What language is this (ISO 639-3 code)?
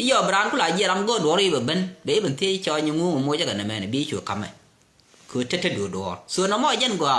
nus